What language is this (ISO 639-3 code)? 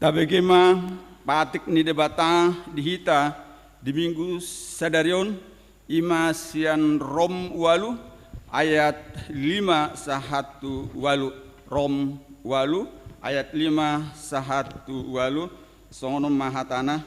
bbc